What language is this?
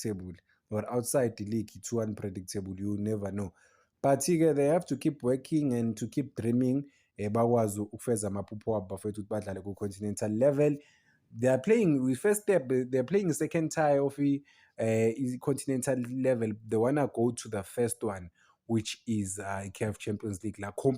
Zulu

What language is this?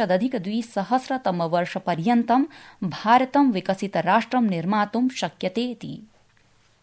Sanskrit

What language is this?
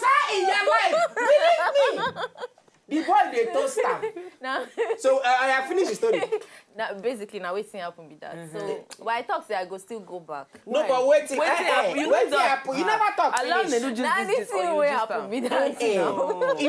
Nigerian Pidgin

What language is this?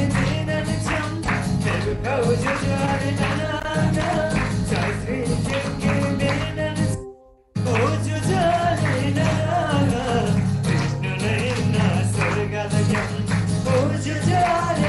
Eastern Tamang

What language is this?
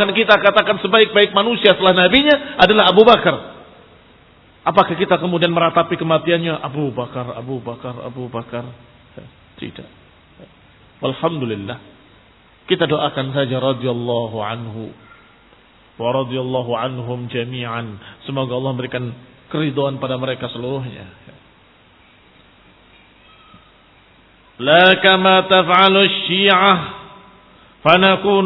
Indonesian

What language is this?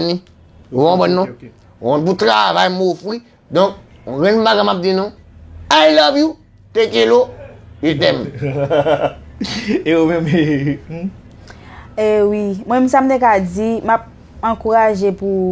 Haitian Creole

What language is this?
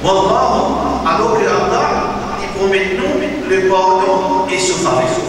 Morisyen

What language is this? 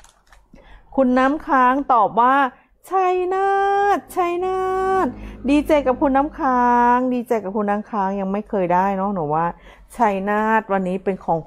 Thai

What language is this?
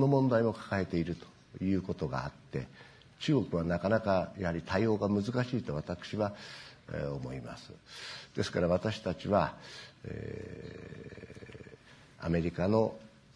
Japanese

